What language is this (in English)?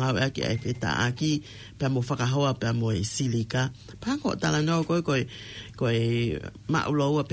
Tongan